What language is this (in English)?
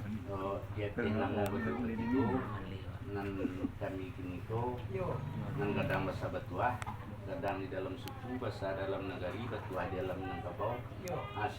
Minangkabau